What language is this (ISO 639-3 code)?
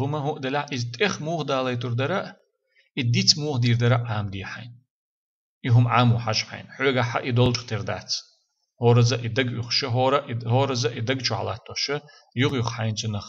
che